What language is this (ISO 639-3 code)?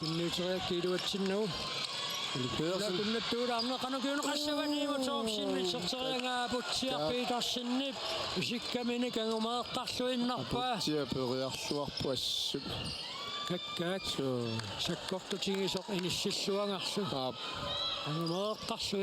kal